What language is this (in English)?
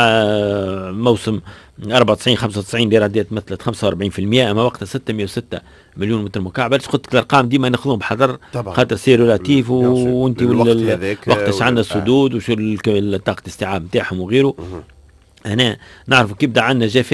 Tunisian Arabic